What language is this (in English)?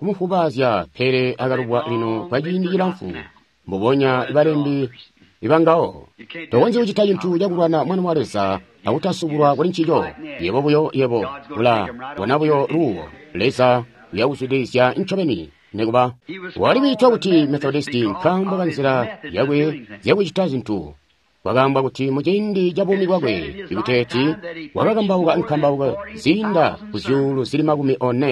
Tonga (Zambia)